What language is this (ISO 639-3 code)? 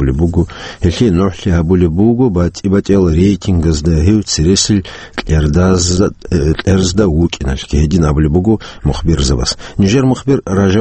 ava